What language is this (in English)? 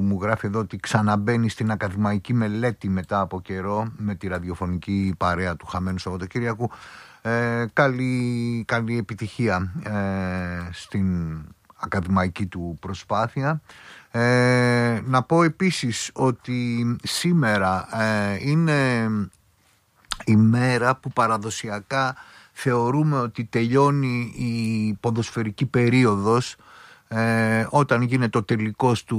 Greek